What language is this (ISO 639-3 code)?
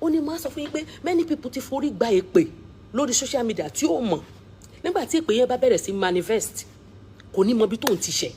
yor